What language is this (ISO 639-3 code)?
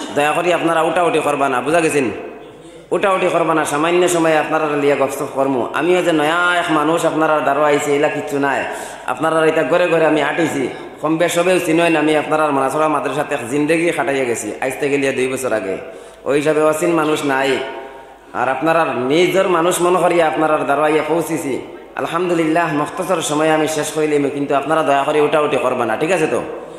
syl